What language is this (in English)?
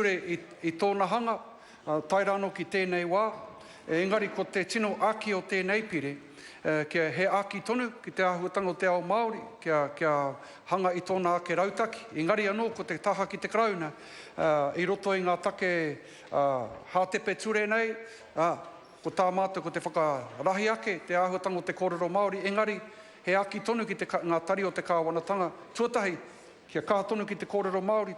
Māori